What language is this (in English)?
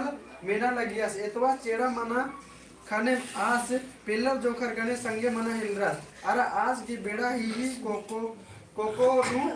Kurukh